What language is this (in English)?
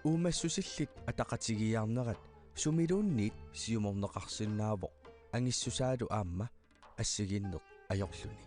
Kalaallisut